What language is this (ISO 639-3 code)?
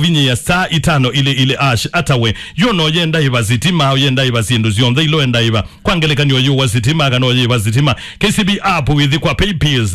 kam